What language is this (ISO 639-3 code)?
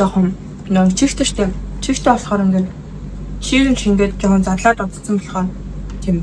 mon